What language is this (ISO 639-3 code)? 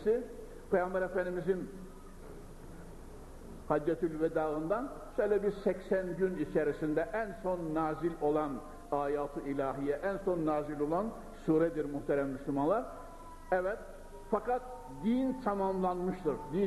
tur